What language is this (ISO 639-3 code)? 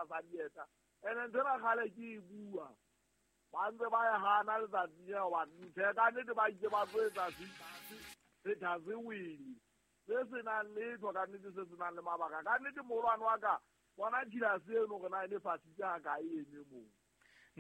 sot